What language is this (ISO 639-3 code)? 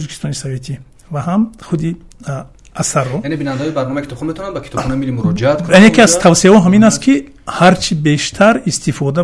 tgk